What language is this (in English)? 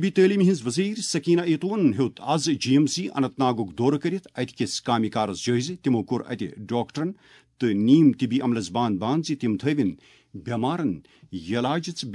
Kashmiri